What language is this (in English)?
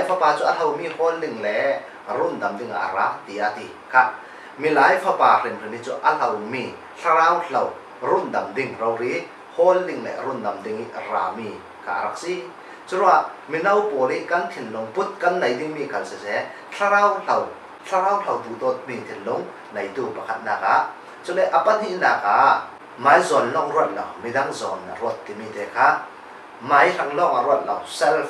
Falam Chin